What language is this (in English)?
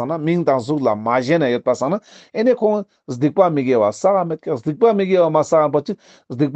Ladakhi